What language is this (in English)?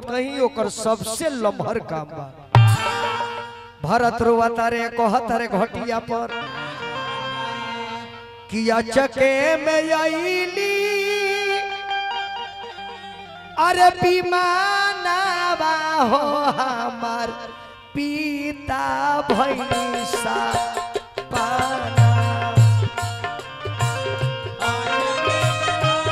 Bhojpuri